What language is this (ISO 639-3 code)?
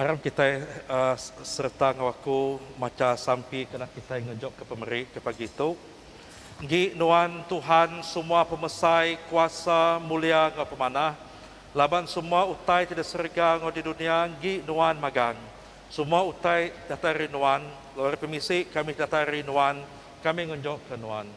iba